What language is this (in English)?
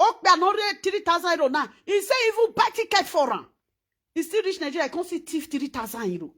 Nigerian Pidgin